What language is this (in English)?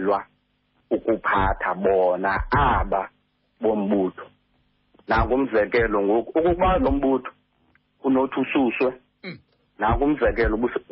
Xhosa